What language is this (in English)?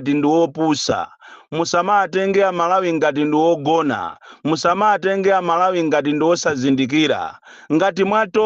Nyanja